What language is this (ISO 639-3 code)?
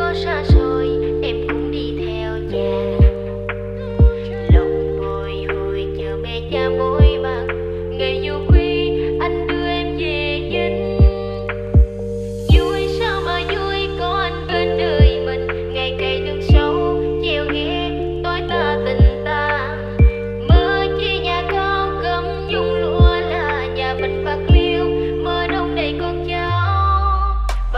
vie